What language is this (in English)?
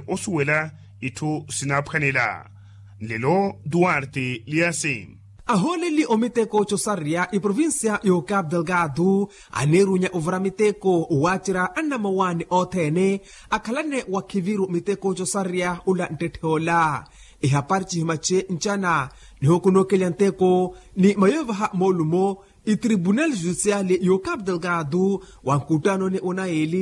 Makhuwa